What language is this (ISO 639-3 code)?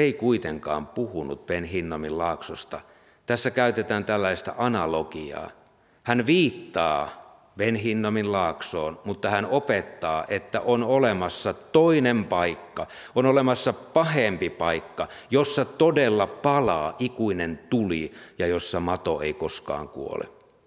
fin